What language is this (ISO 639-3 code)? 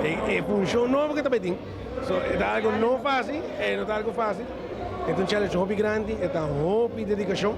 pap